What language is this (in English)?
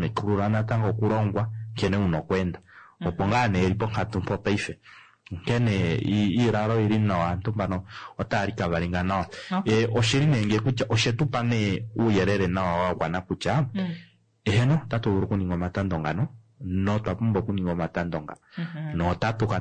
Kuanyama